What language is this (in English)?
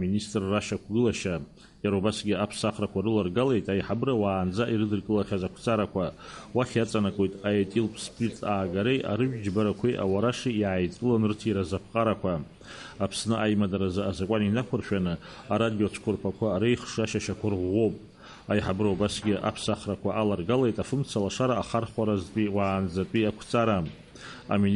Abkhazian